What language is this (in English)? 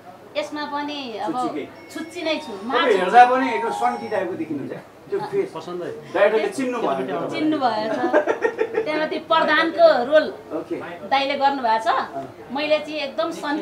Nepali